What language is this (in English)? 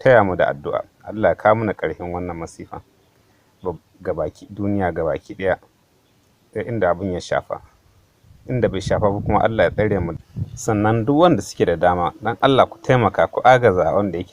Hausa